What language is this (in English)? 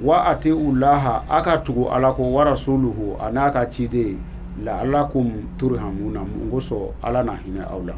Bambara